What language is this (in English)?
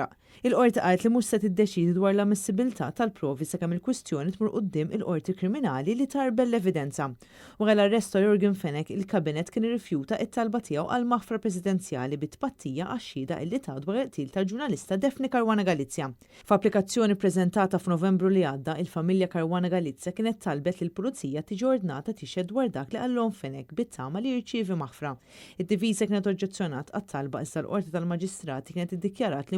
Maltese